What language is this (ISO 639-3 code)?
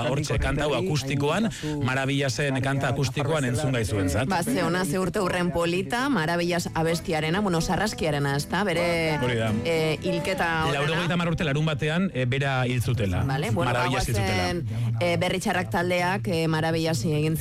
eus